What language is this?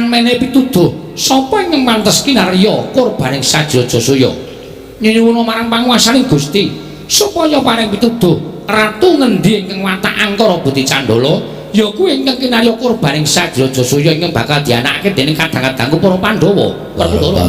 Javanese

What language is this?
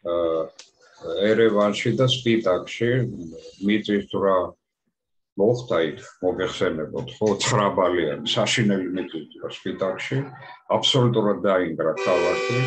Georgian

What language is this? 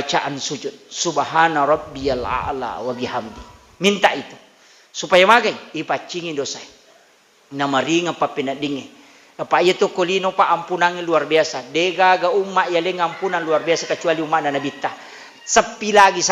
Buginese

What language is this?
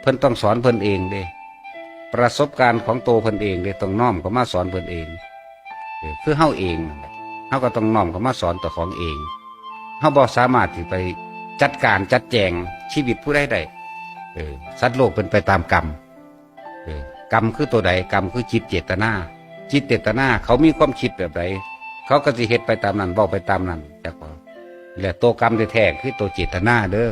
Northeastern Thai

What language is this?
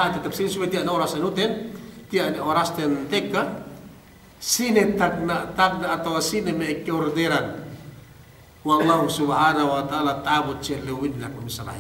Yakan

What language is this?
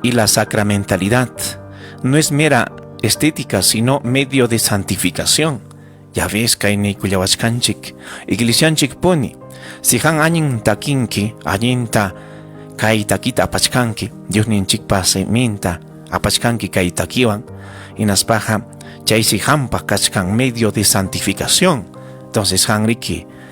Ayacucho Quechua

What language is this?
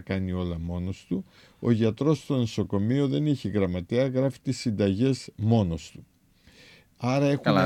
Greek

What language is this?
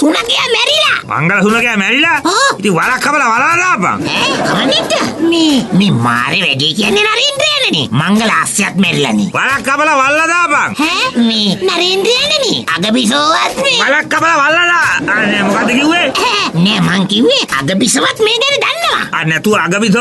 Sinhala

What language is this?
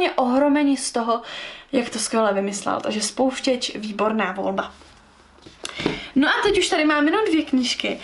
Czech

